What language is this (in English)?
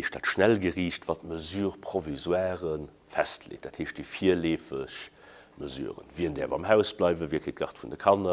Luxembourgish